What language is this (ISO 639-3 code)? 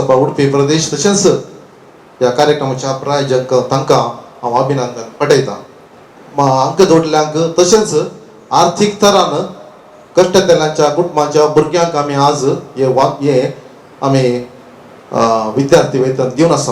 kok